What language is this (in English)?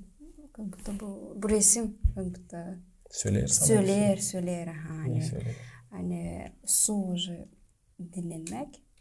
Gagauz